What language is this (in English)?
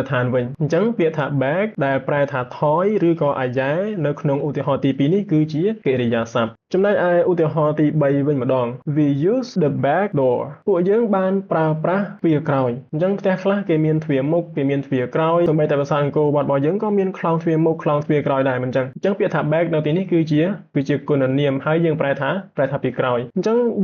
Khmer